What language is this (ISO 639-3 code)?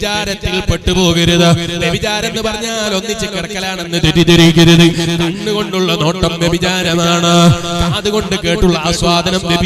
mal